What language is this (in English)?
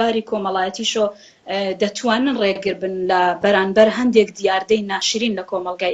Central Kurdish